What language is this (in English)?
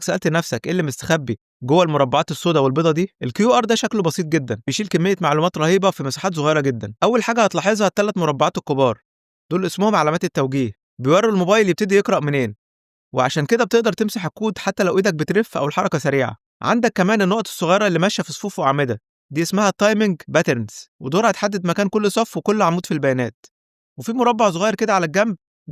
Egyptian Arabic